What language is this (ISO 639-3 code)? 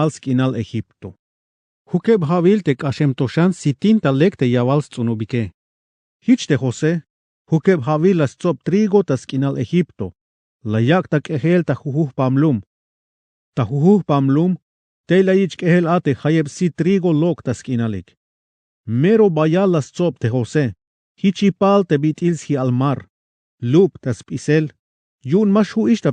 tzh